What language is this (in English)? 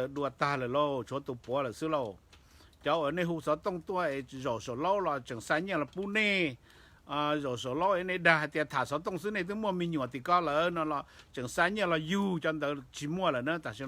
Hmong